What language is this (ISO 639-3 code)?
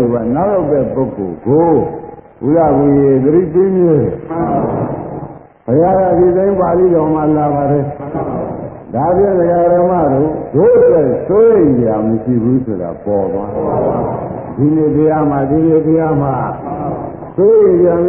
mya